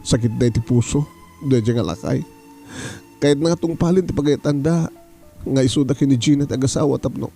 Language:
Iloko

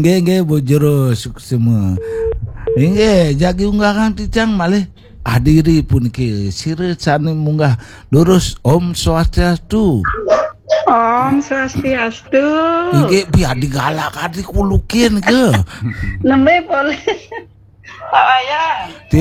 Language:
Balinese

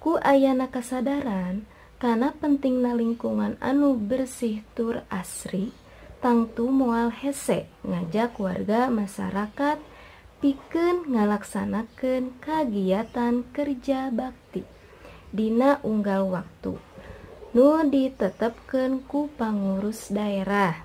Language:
Sundanese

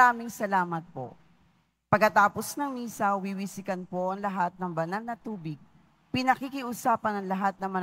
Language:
Filipino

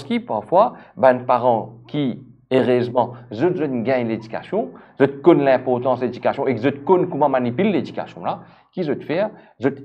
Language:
Morisyen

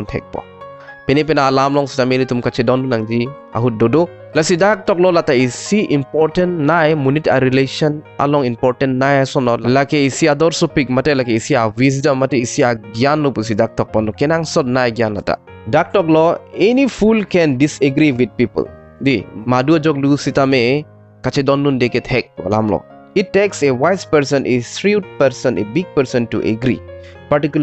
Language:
Karbi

